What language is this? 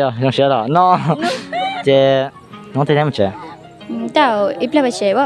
Hmong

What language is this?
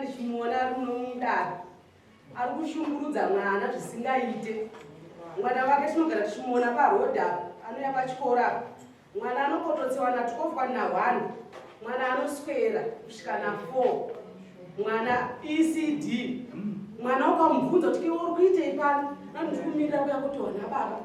Shona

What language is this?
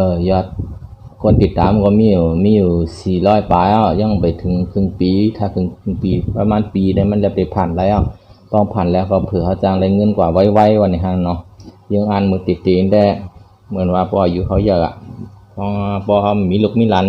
Shan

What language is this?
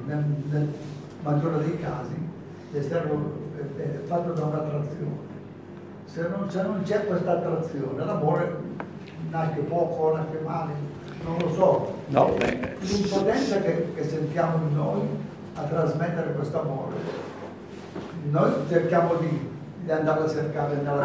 Italian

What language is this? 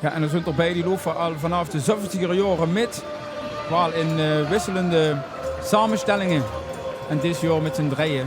Limburgish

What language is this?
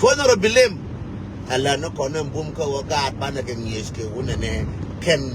Nuer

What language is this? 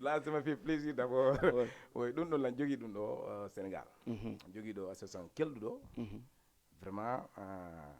Fula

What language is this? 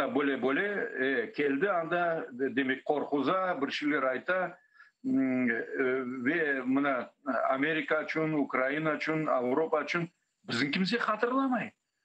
Crimean Tatar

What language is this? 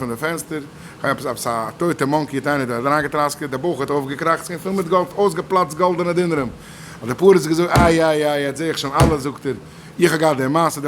Yiddish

